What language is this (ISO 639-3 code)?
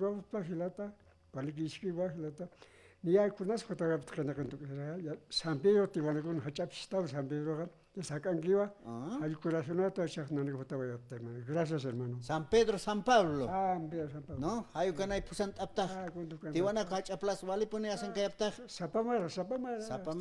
aym